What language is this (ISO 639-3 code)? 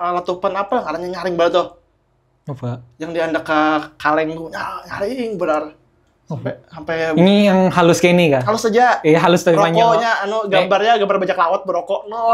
bjn